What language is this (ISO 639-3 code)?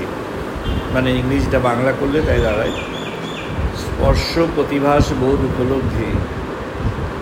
ben